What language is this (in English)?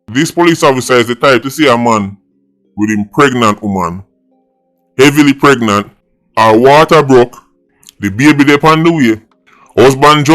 Jamaican Creole English